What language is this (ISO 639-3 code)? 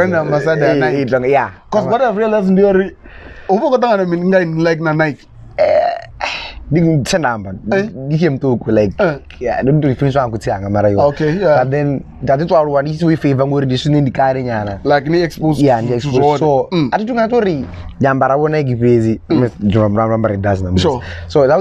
ven